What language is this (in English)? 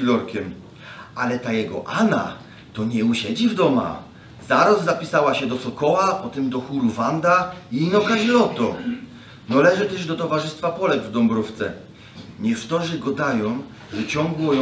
Silesian